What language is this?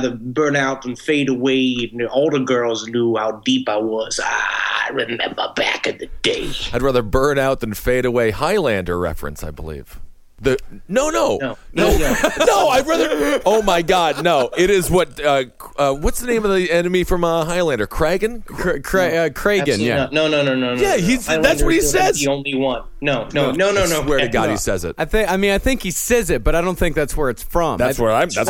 English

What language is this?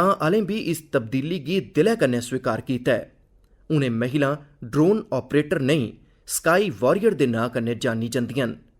Dogri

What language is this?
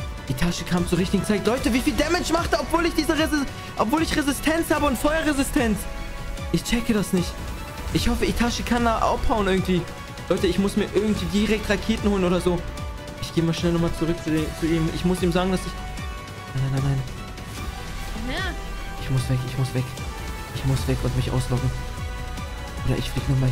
German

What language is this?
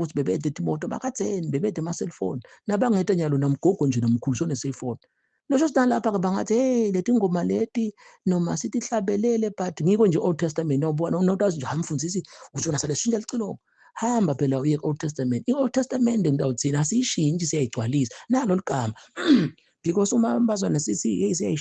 Zulu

